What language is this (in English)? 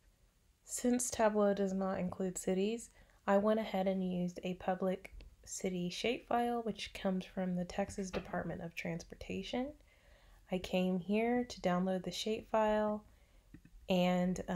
English